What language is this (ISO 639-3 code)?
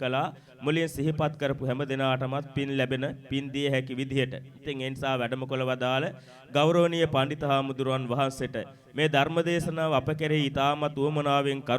sin